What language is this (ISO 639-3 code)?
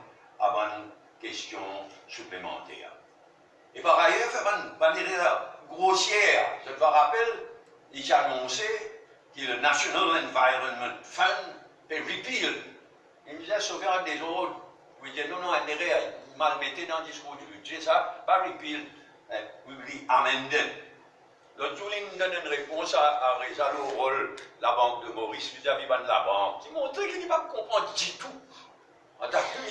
mfe